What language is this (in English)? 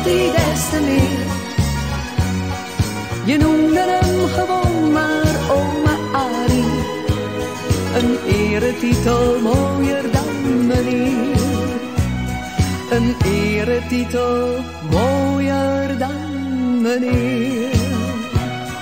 Dutch